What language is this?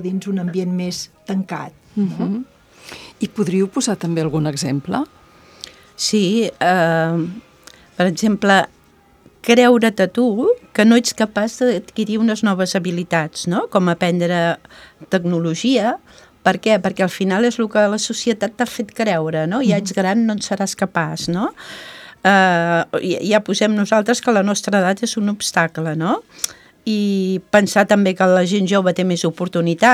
Catalan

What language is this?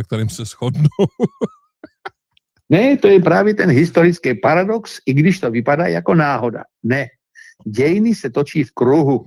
Czech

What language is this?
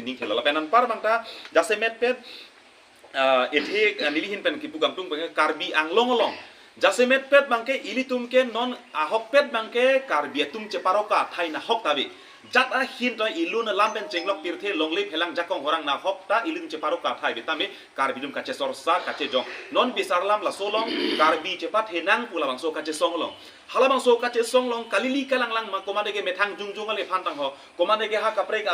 Karbi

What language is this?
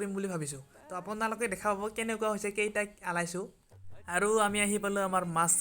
Assamese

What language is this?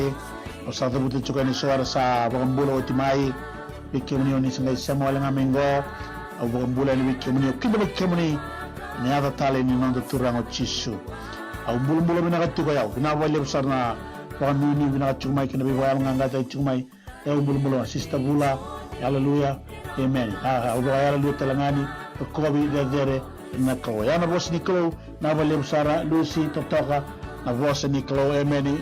Fijian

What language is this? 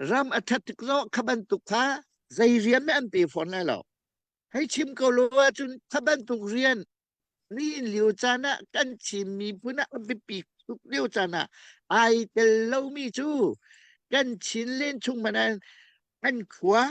Hakha Chin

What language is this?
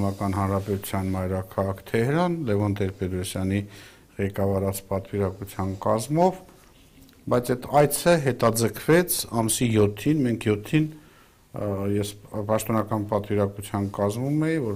Armenian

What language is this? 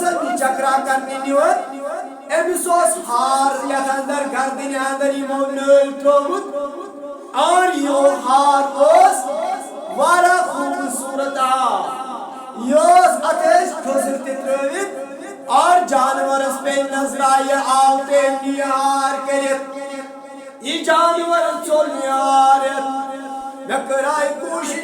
Kashmiri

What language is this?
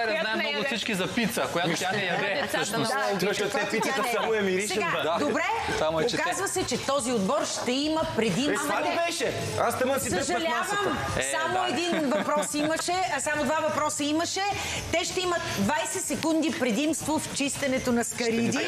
Bulgarian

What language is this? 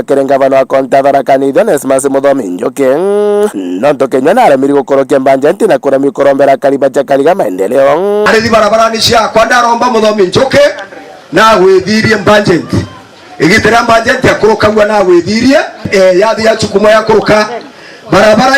Meru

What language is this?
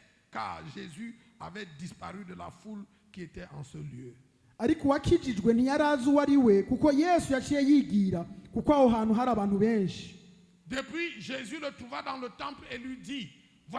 Rundi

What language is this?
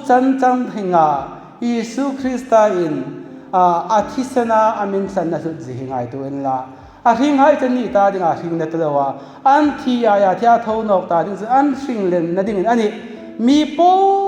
Hmar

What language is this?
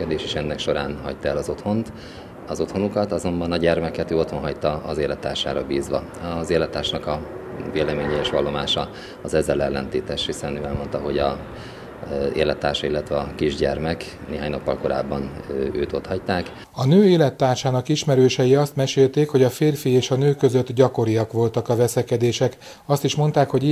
Hungarian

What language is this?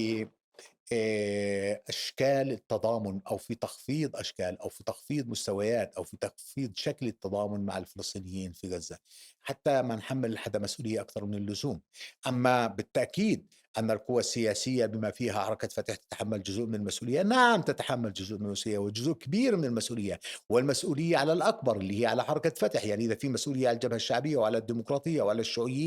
North Levantine Arabic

